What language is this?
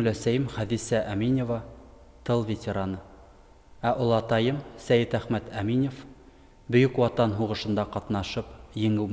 Bashkir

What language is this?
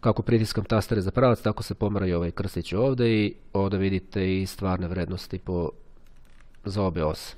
Serbian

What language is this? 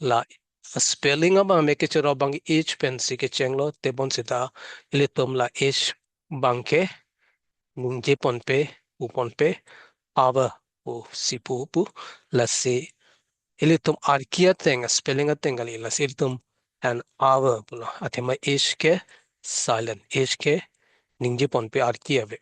Karbi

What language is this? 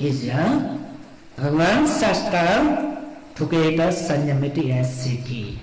Newari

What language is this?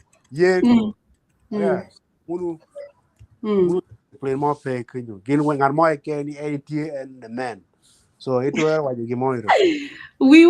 Acoli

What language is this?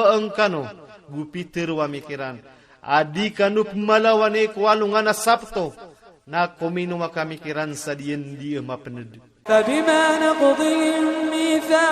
Maranao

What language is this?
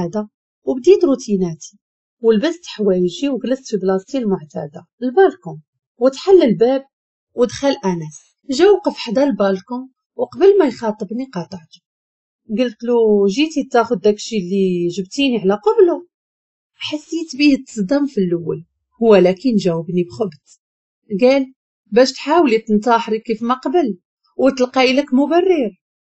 Moroccan Arabic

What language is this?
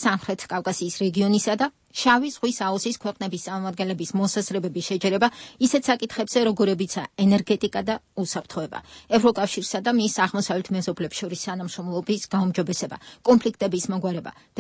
Georgian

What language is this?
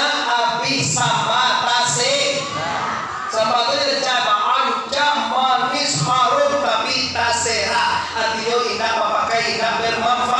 Minangkabau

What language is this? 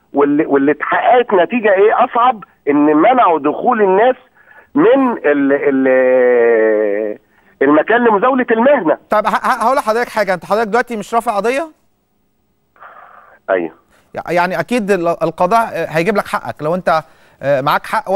Egyptian Arabic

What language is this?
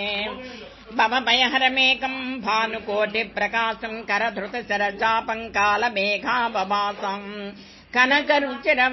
Sanskrit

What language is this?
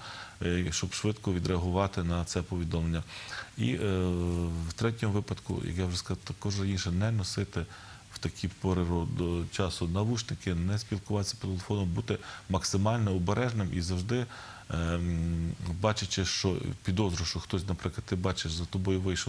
Ukrainian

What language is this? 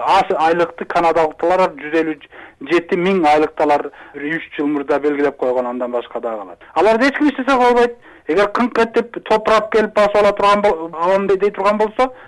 Kyrgyz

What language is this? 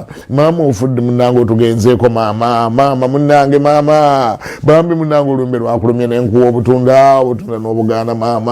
Ganda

